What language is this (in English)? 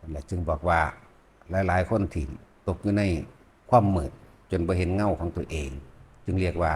Northeastern Thai